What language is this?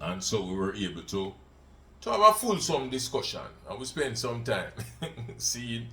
Jamaican Creole English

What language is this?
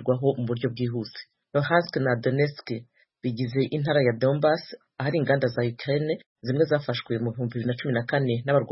Kinyarwanda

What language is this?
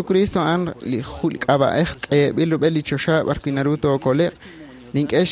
Kekchí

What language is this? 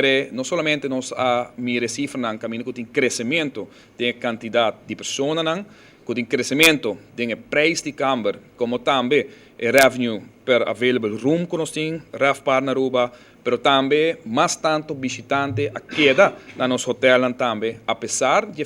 Papiamento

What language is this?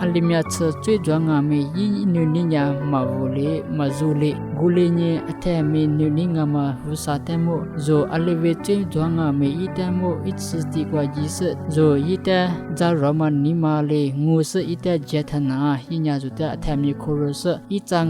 Lisu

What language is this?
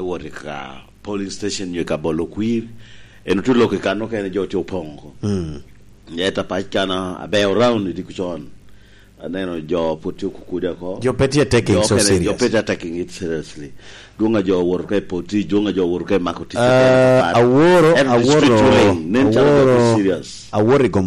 Lango (Uganda)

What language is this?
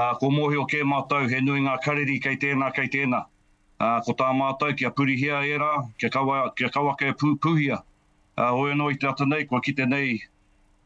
Māori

